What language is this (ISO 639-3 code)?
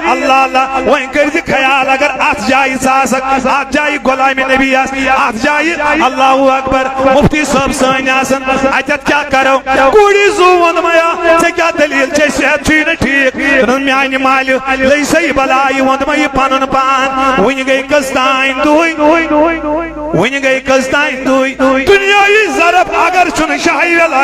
kas